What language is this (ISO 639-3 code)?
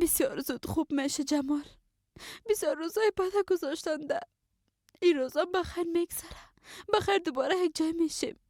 fas